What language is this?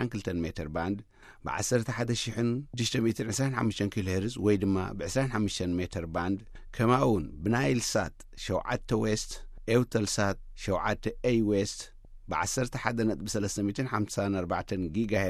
Tigrinya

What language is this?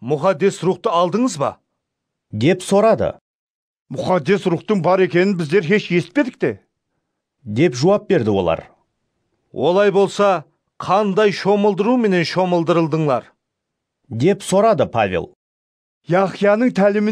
Kara-Kalpak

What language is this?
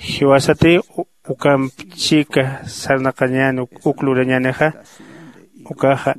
Aymara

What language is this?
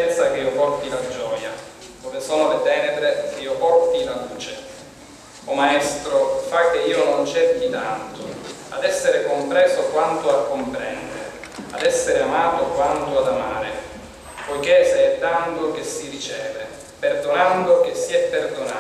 Italian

